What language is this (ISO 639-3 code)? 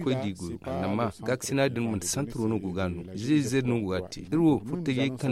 dje